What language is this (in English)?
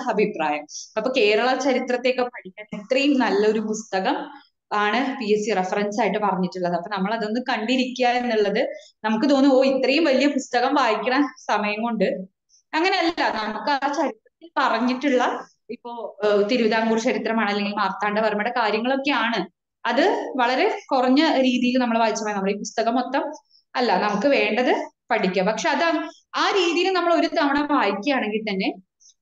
Malayalam